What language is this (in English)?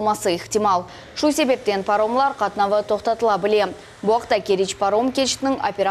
Crimean Tatar